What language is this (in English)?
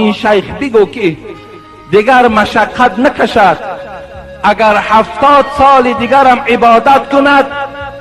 Tajik